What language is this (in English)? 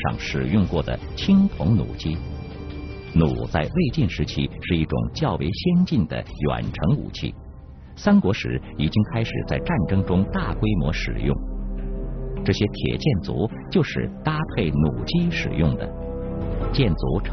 Chinese